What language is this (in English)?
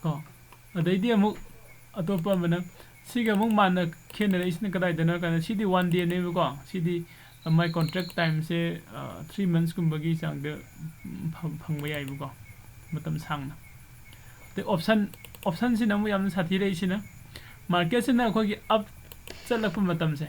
Manipuri